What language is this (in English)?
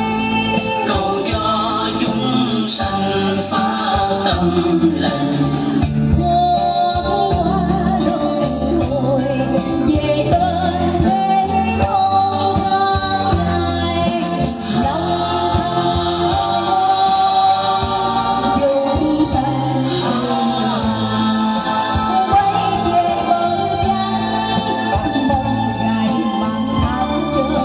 Vietnamese